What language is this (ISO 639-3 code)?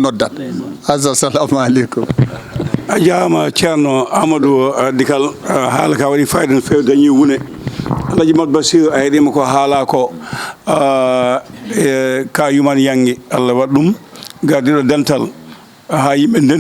ful